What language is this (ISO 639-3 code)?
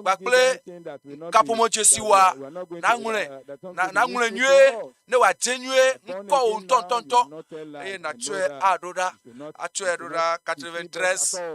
ewe